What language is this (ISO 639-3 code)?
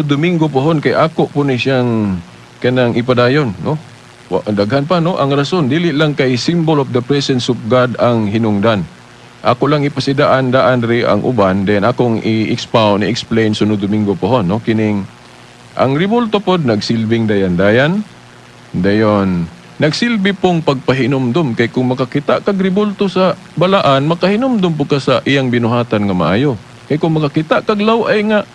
ceb